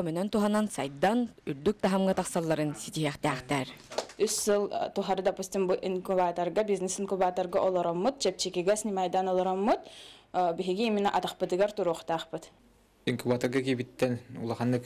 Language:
Yakut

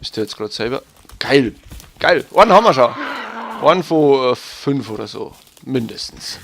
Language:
Bavarian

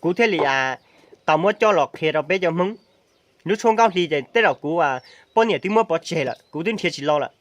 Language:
Hmong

